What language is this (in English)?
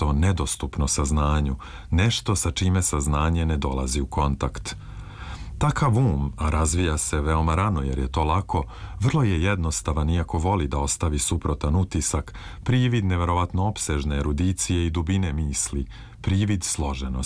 Serbian